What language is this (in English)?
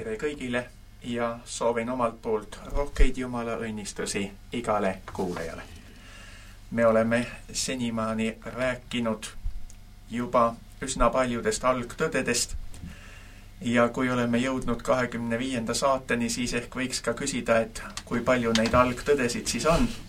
Estonian